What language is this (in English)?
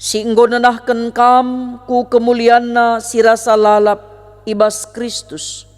Batak Karo